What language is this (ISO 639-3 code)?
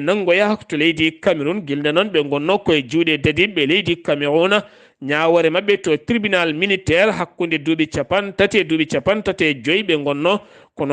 ful